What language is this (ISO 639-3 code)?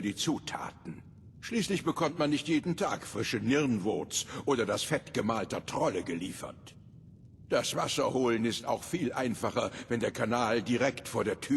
bar